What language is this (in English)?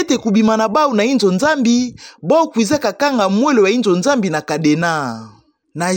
Kituba (Democratic Republic of Congo)